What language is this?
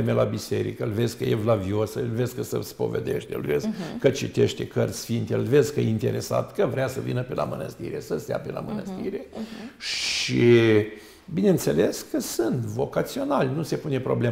Romanian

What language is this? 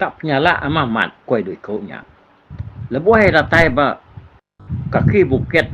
Iban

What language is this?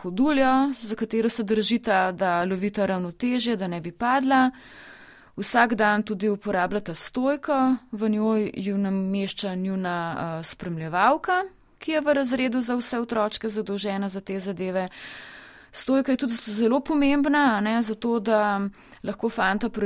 Slovenian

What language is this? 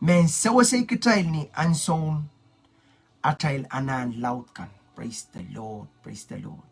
Pohnpeian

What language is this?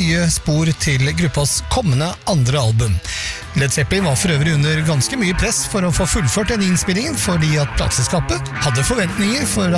Norwegian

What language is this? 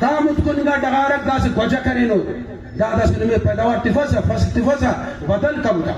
Brahui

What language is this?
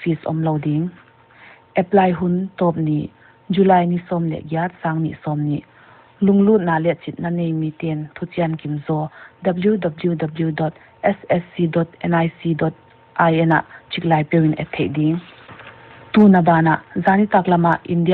Paite Chin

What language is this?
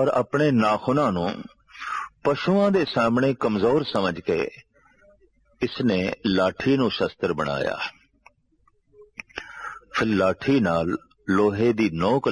Punjabi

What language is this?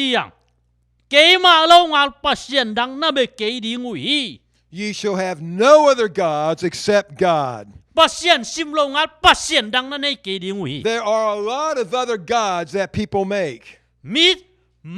Tedim Chin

